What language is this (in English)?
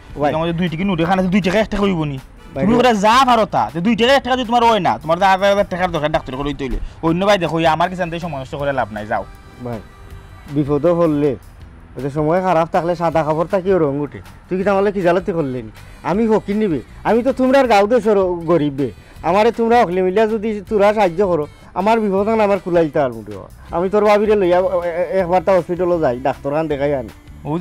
Sylheti